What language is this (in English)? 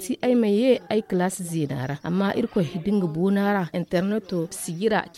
Zarma